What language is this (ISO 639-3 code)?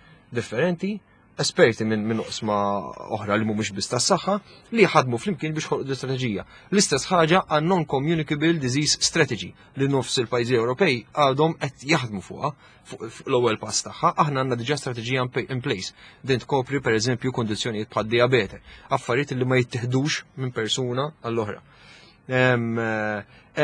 mlt